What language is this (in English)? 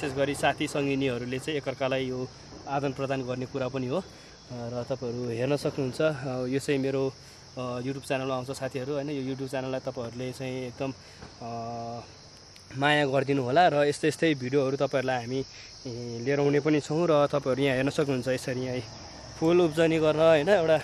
Nepali